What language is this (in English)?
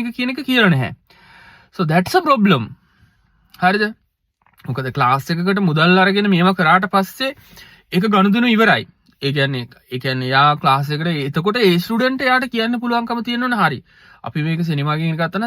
Sinhala